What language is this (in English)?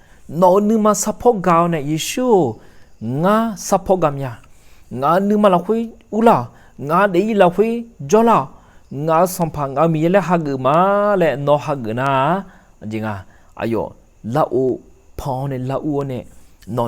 Akha